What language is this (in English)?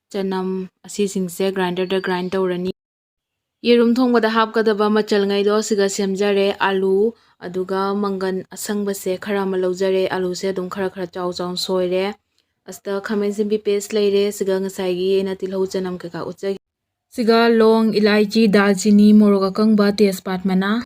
Manipuri